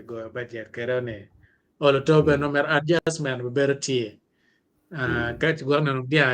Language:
Acoli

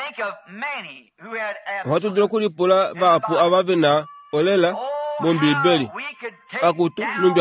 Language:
Kuanyama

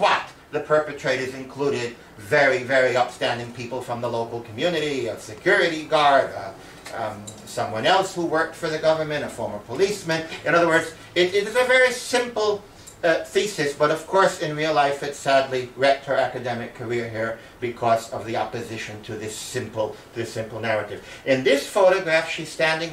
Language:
English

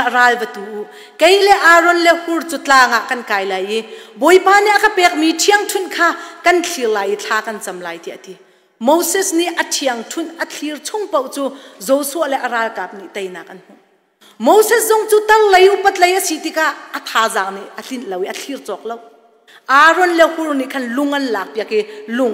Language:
Hakha Chin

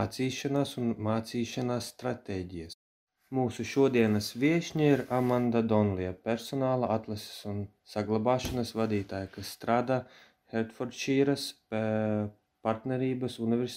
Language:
Latvian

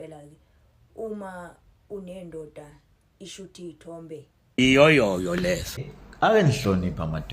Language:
Zulu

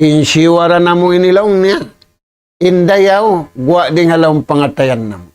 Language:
Tausug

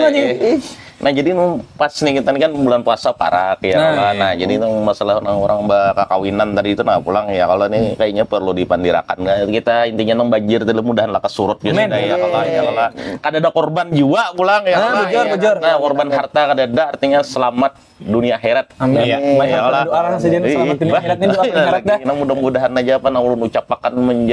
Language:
Banjar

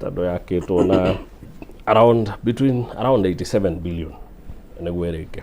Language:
Kikuyu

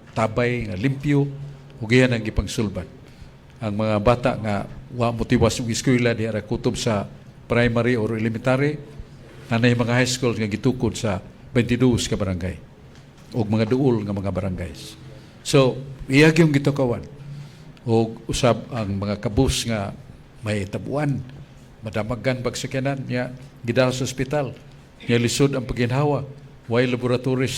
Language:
Cebuano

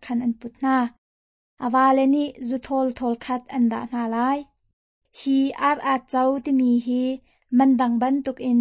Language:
Hakha Chin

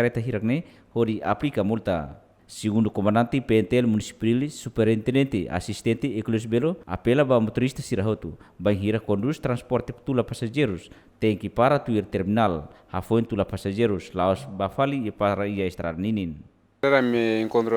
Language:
Tetum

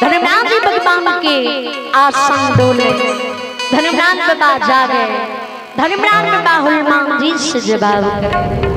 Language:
Maithili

